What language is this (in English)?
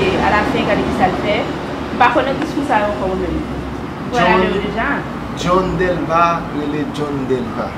Haitian Creole